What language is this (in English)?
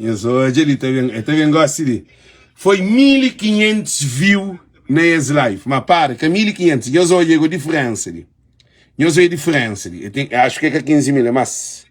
Kabuverdianu